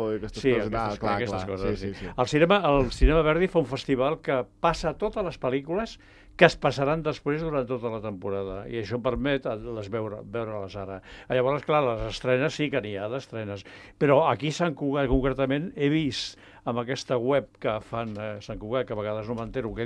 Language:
Catalan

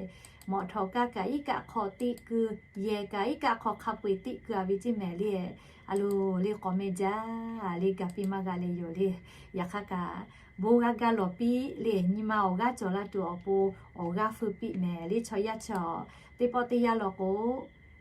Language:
Lahu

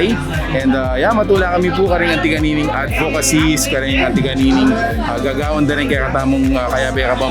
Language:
Pampanga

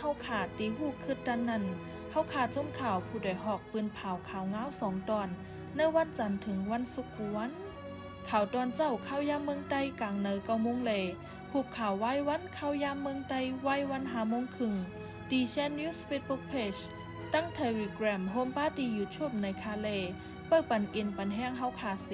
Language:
Shan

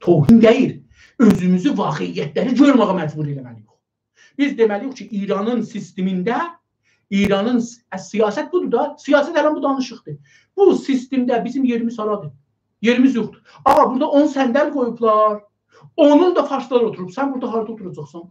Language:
South Azerbaijani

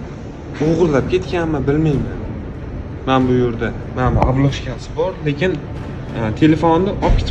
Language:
Uzbek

